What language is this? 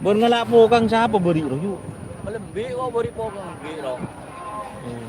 Madurese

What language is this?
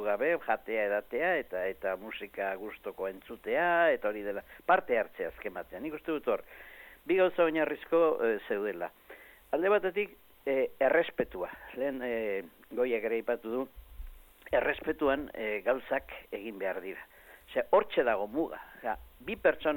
Basque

